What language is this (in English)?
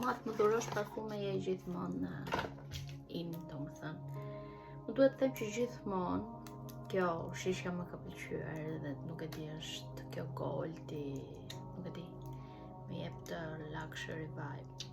Albanian